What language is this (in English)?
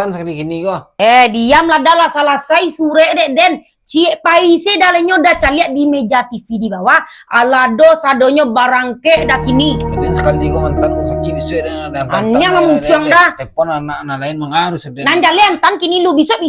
Minangkabau